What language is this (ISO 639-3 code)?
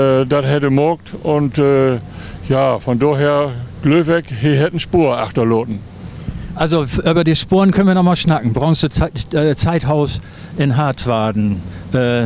nds